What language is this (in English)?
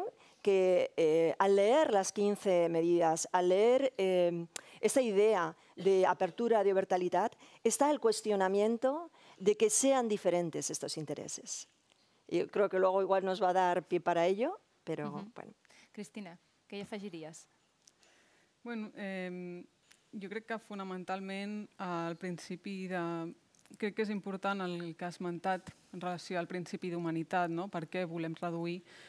Catalan